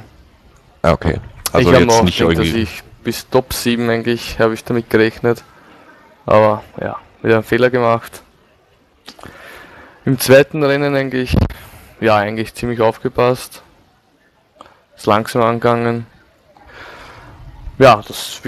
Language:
German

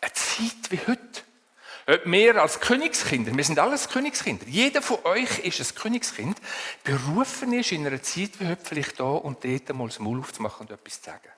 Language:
Swiss German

